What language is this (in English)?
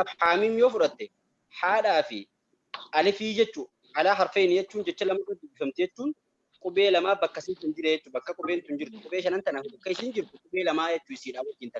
Oromo